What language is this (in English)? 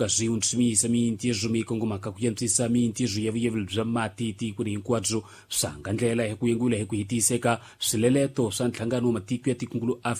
Tsonga